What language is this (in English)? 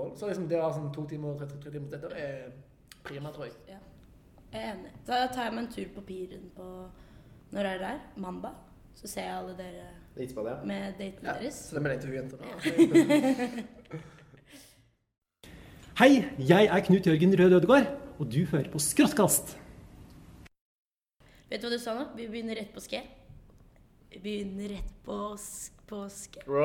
Norwegian